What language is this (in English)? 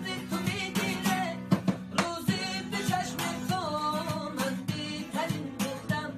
Tajik